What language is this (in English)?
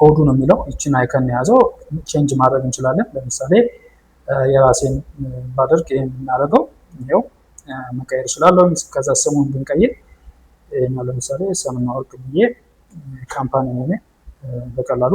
Amharic